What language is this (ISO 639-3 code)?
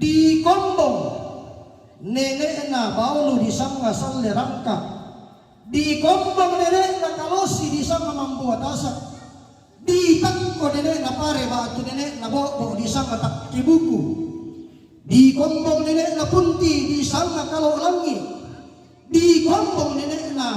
sda